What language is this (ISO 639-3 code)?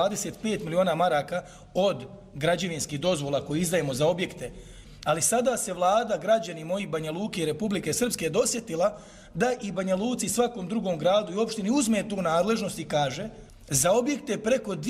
hrv